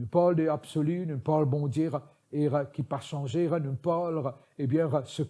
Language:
Morisyen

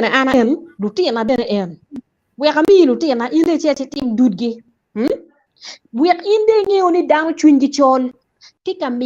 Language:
Acoli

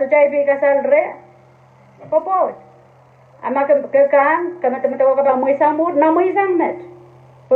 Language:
Pohnpeian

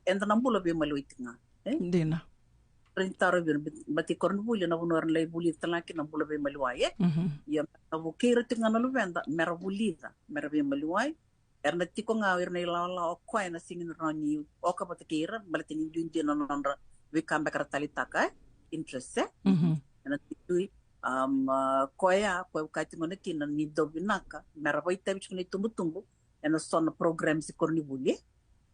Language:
Fijian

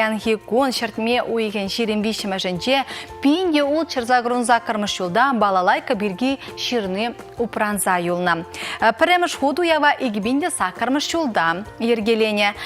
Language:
Chuvash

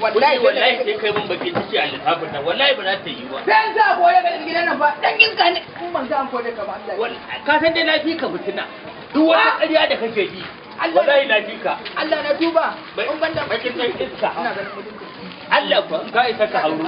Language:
Hausa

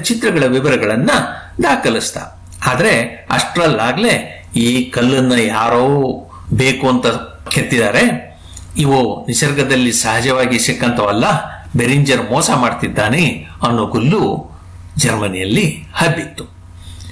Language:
Kannada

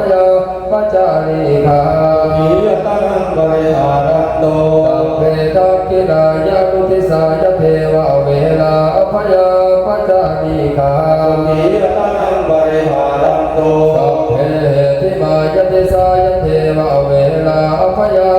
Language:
Pali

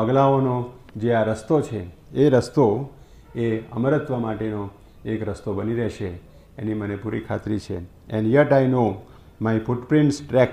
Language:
Gujarati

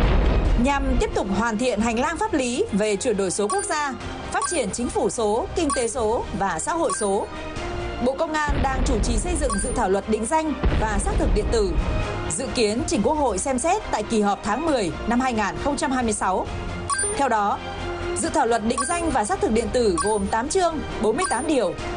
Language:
Vietnamese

